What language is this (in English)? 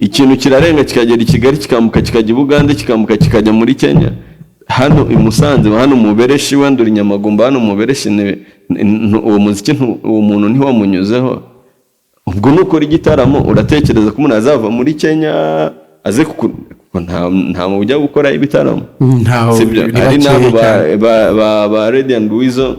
Kinyarwanda